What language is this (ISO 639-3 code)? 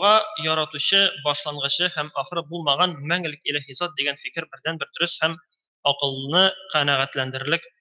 tat